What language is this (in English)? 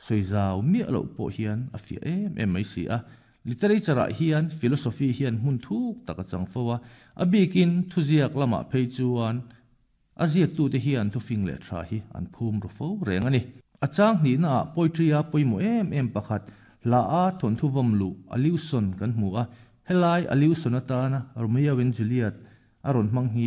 Mizo